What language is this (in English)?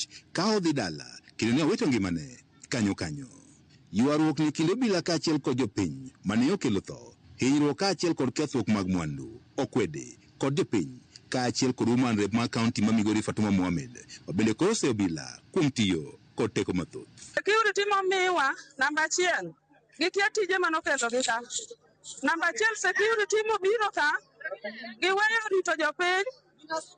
Luo (Kenya and Tanzania)